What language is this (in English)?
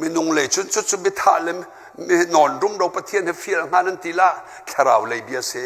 Hakha Chin